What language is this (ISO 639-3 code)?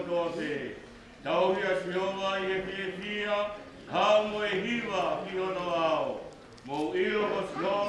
ton